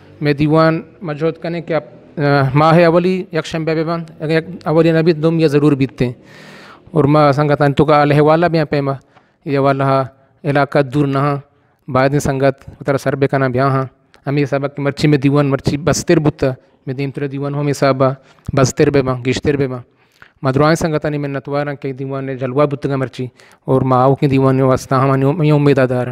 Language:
Eastern Balochi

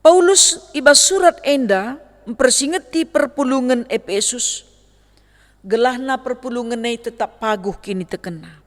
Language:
Batak Karo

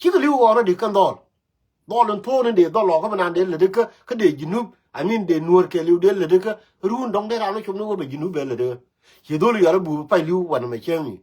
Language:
Nuer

